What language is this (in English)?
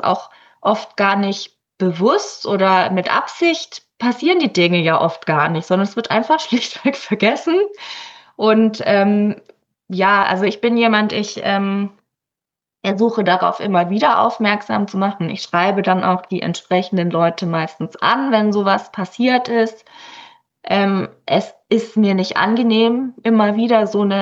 German